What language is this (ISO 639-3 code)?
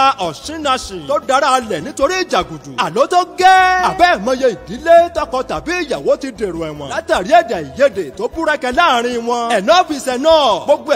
yor